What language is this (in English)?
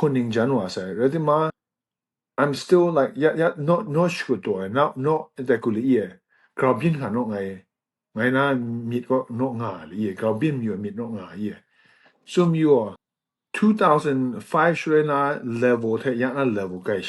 Kachin